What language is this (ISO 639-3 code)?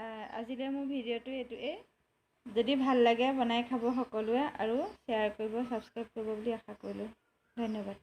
asm